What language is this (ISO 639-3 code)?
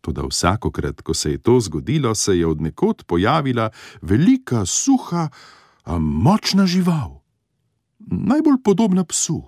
slv